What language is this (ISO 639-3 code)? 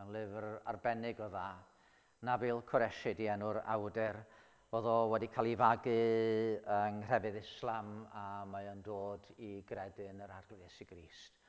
cym